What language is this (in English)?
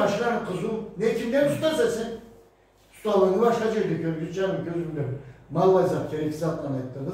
Karachay-Balkar